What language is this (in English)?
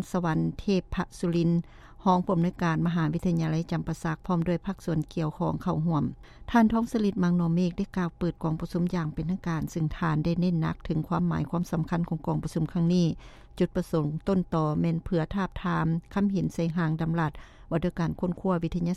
Lao